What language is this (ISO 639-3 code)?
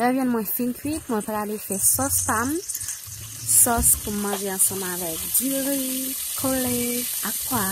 hat